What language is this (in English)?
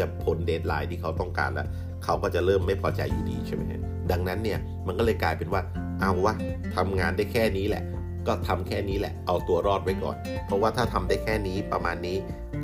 Thai